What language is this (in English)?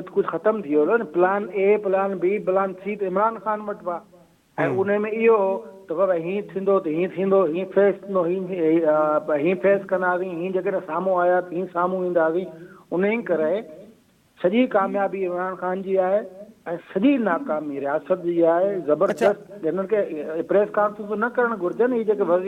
Sindhi